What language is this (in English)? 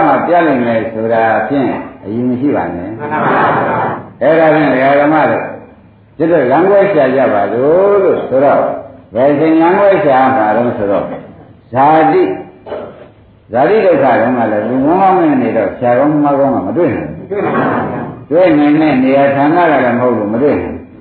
Burmese